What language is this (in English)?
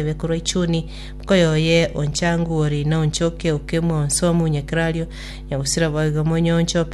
Gusii